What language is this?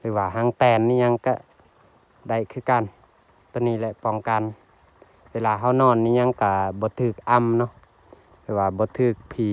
Lao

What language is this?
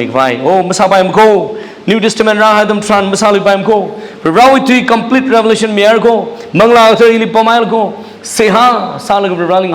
Tangkhul Naga (India)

